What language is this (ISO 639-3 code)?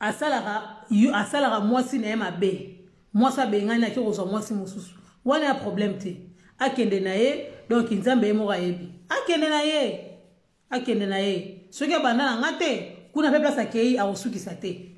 lin